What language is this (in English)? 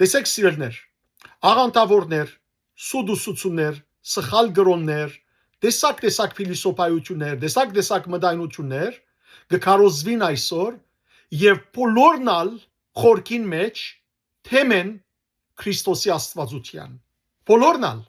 Western Armenian